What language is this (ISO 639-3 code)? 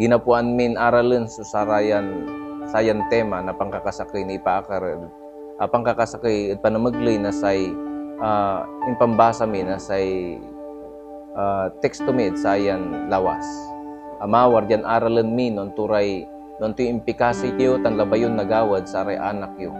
pag